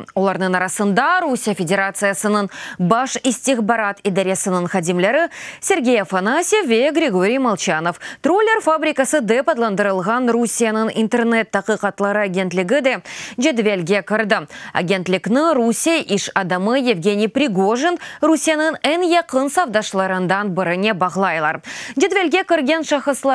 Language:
Crimean Tatar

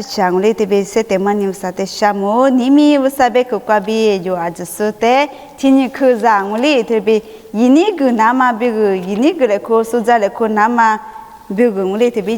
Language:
Lisu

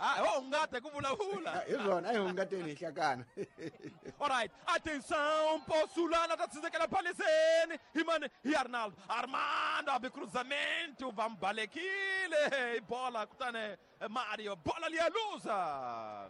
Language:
Tsonga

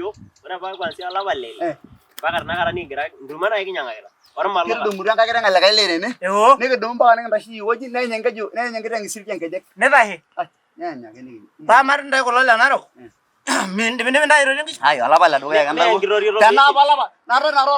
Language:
Masai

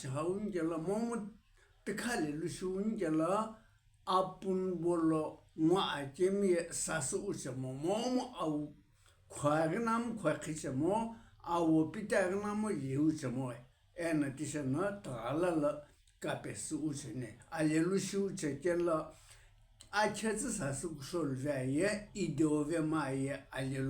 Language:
Sumi Naga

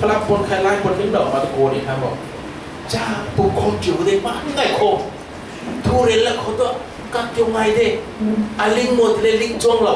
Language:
Falam Chin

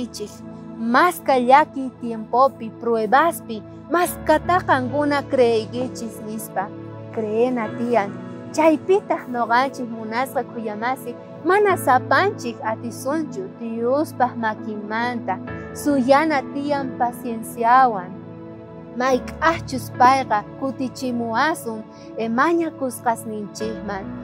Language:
South Bolivian Quechua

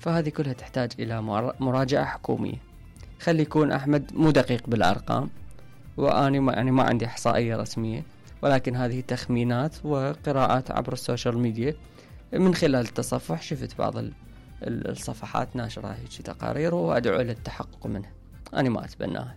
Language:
Mesopotamian Arabic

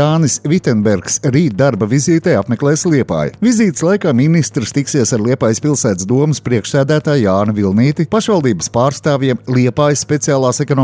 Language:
Latvian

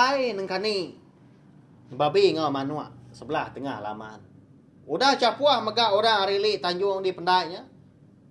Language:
Iban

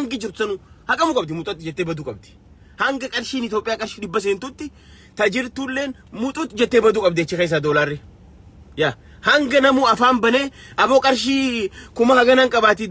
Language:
Oromo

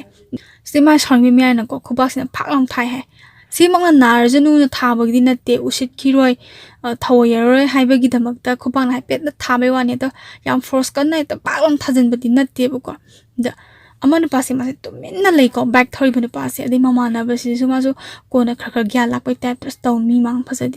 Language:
Manipuri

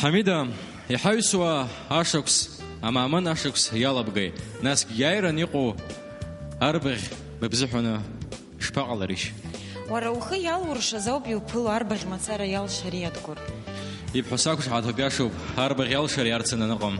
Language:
Abkhazian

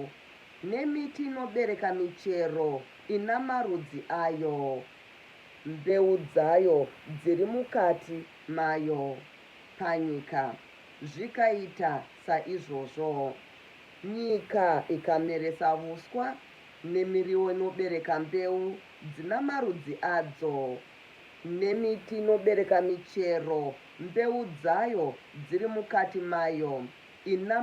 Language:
Shona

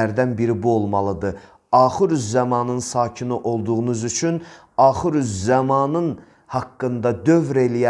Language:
Azerbaijani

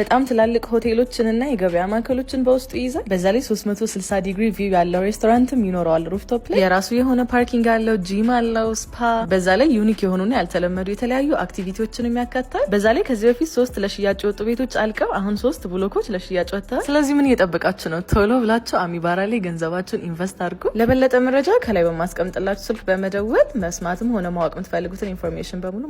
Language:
Amharic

